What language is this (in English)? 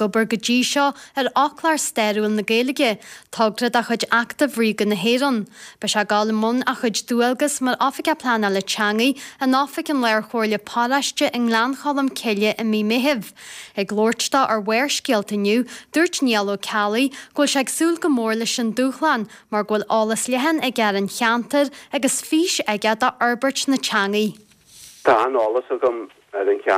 Irish